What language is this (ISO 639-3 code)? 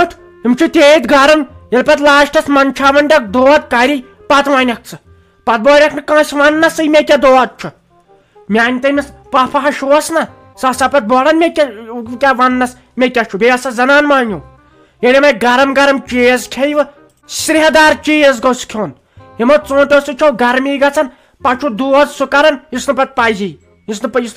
kas